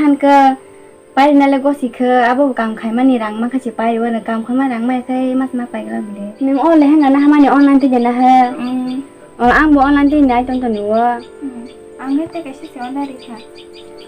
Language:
Kok Borok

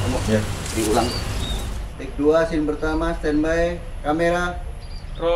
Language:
Manado Malay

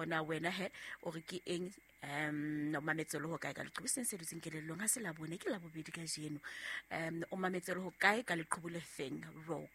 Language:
Southern Sotho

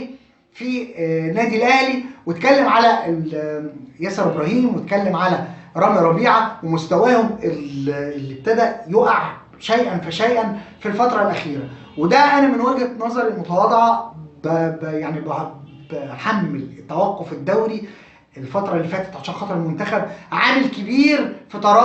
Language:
Egyptian Arabic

